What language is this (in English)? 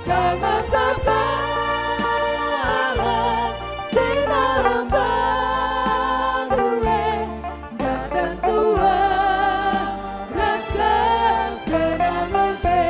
Batak Karo